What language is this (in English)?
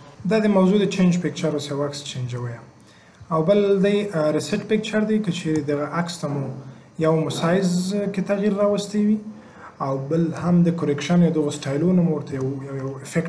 Pashto